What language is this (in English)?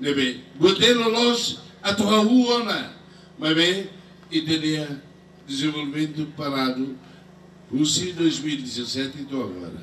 Tetum